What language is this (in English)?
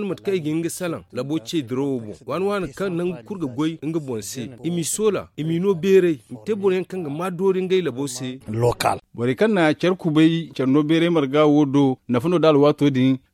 Zarma